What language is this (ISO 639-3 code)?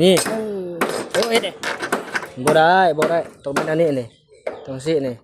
tts